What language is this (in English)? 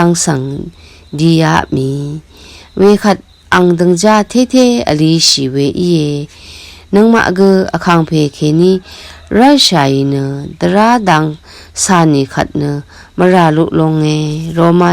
Rawang